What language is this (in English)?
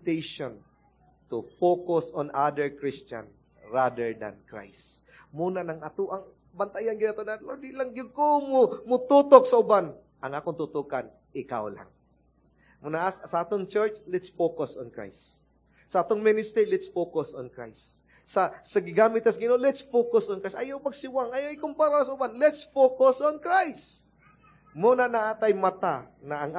Cebuano